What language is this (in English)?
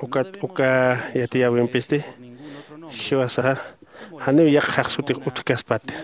Aymara